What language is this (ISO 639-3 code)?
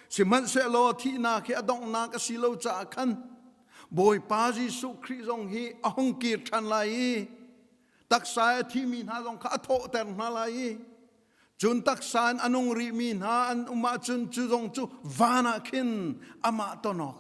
cnh